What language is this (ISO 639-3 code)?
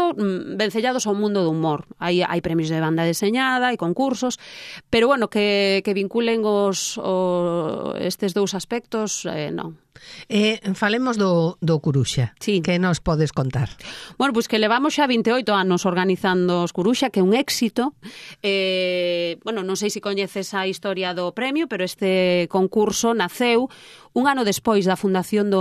glg